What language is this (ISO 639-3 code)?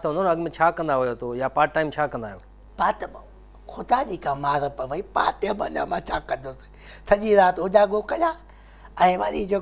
snd